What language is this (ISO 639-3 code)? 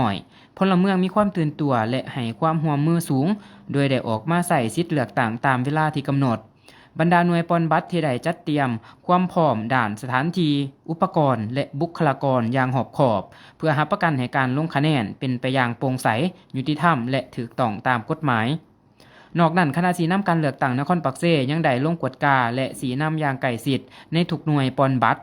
lao